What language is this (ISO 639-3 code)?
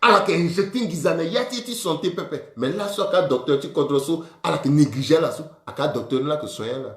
sag